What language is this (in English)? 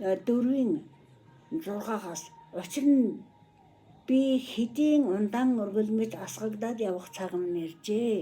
Mongolian